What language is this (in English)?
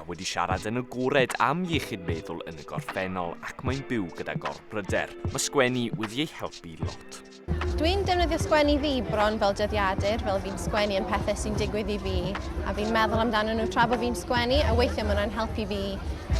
Welsh